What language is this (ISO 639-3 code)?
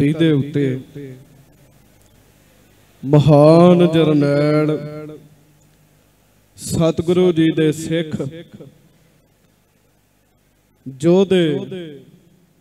pan